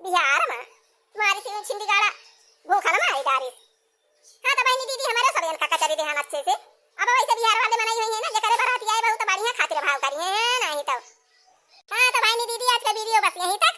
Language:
Awadhi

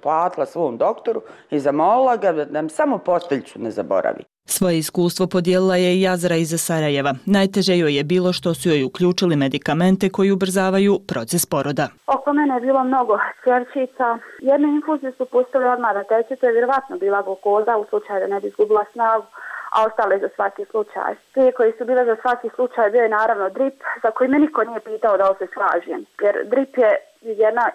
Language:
Bosnian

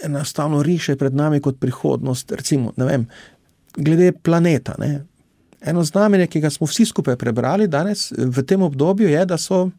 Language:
Slovenian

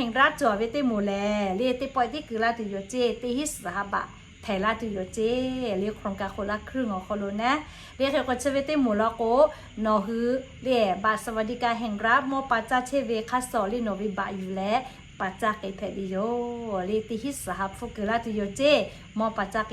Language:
Lahu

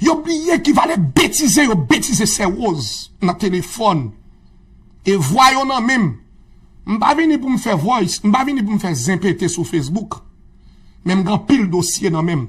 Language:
Haitian Creole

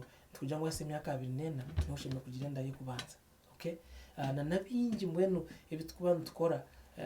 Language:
Nyankole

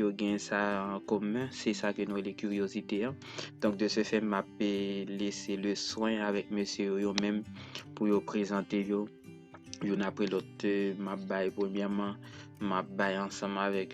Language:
Haitian Creole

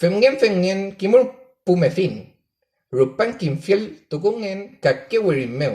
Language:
Mapuche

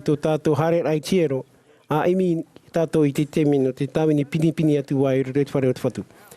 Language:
Tahitian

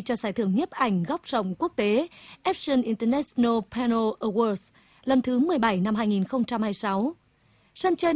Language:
Vietnamese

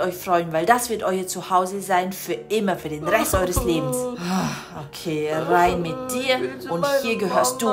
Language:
German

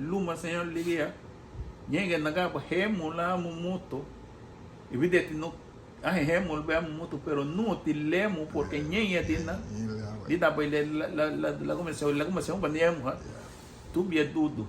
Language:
Garifuna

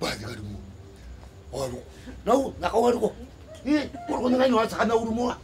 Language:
Gilbertese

